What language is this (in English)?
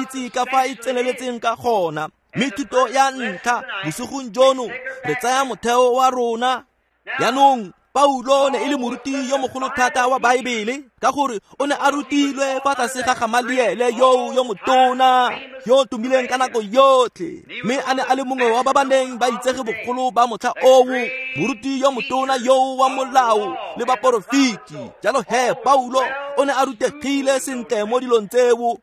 Tswana